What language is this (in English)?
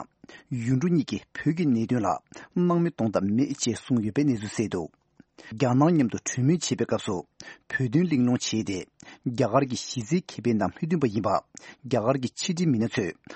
Tibetan